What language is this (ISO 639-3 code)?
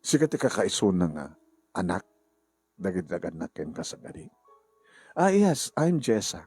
ilo